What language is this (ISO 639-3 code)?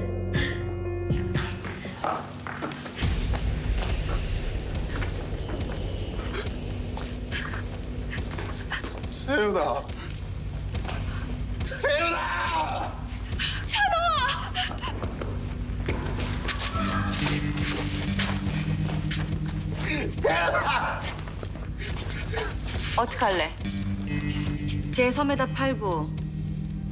kor